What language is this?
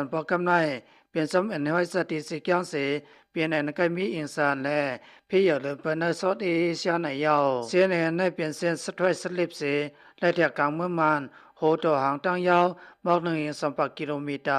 Shan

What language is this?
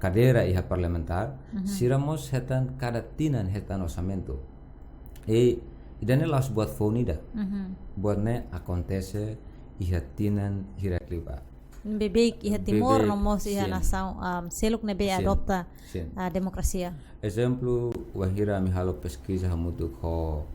Tetum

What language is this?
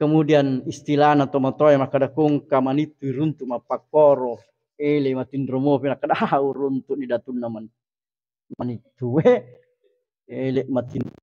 Buginese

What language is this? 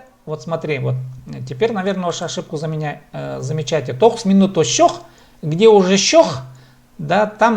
Khakas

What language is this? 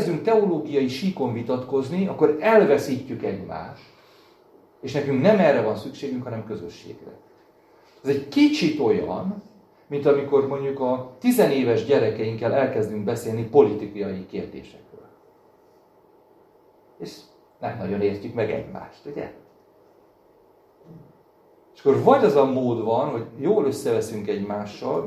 Hungarian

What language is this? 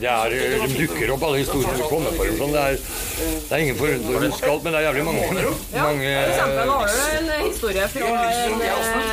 Norwegian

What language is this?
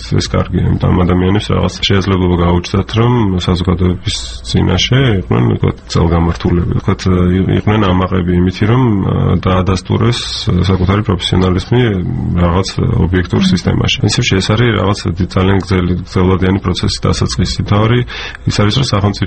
Georgian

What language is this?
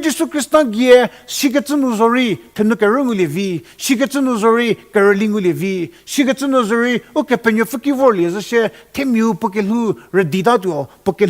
Angami Naga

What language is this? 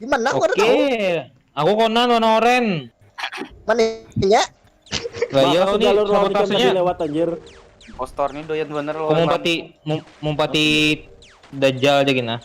Banjar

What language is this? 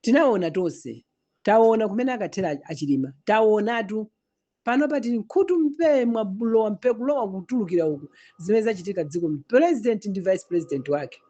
Nyanja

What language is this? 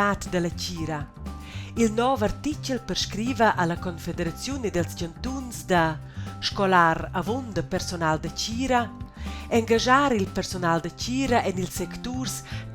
Romansh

